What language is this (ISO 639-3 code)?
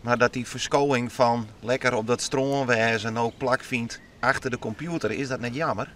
fry